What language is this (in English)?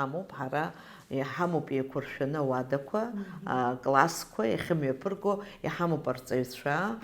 Abkhazian